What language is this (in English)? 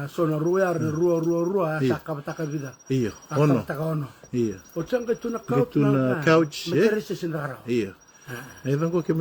Fijian